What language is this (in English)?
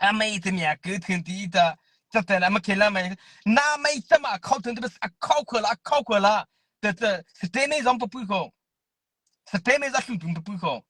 Mara Chin